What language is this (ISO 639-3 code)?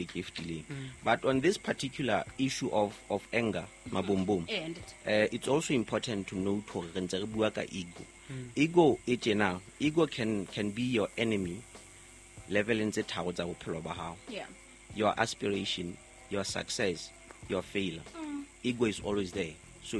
sot